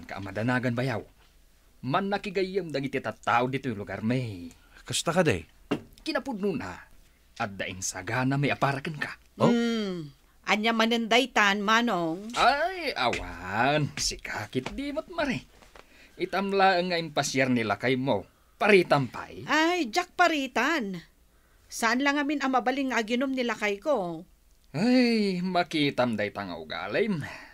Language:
Iloko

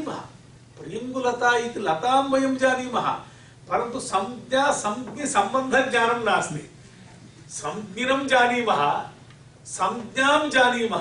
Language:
Sanskrit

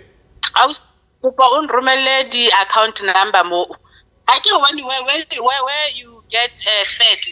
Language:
Southern Sotho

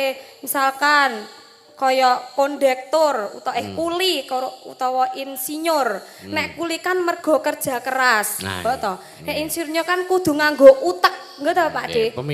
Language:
Javanese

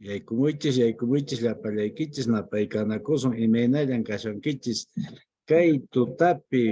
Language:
Quechua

